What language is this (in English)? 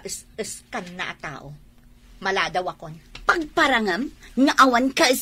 Iloko